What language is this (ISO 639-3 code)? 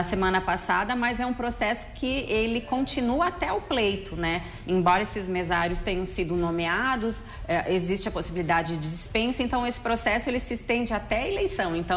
por